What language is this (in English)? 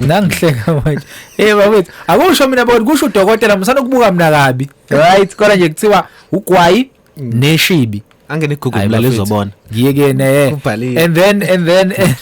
Zulu